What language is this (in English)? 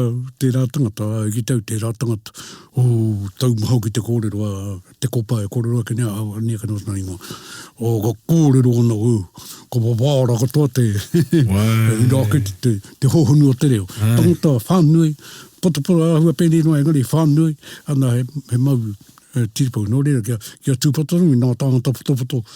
Māori